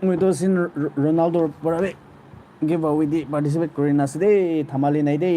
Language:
Naga Pidgin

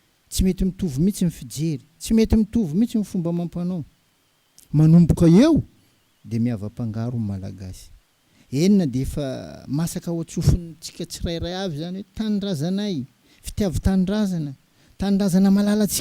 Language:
Malagasy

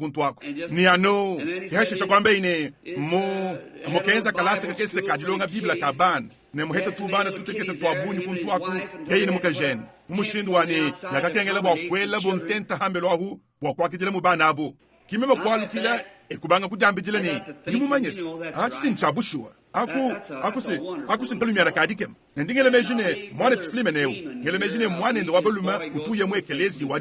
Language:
Luba-Lulua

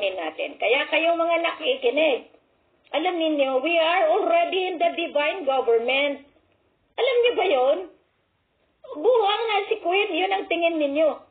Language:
Filipino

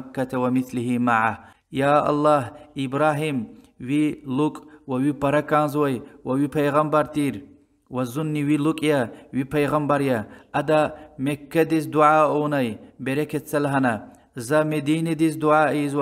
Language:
Lezghian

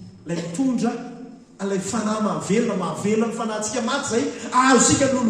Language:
Malagasy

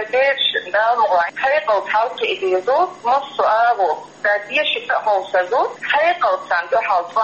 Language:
Chechen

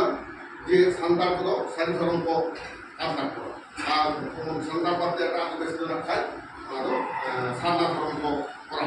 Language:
Santali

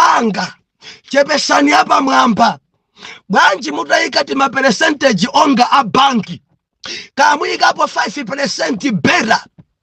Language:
Nyanja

